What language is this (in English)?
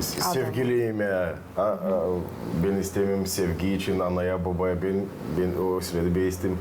Gagauz